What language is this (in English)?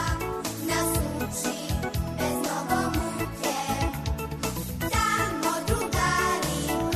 Serbian